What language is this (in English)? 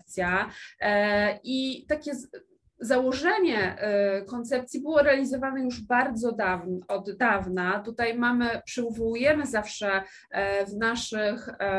Polish